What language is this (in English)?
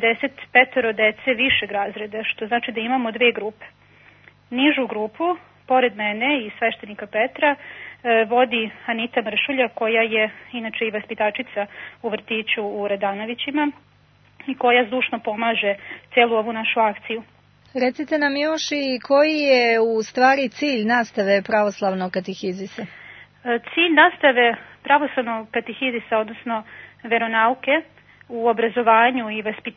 Serbian